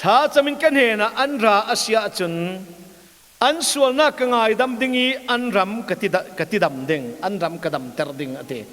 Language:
Hakha Chin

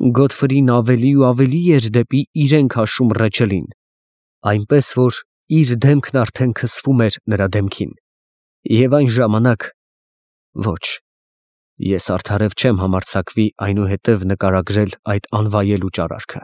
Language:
Armenian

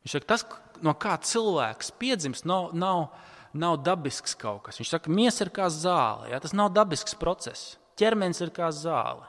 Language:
Latvian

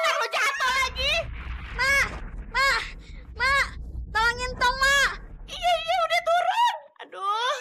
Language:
Betawi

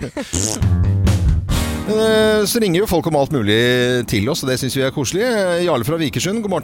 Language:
Norwegian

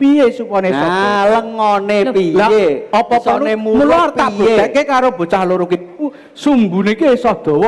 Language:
Javanese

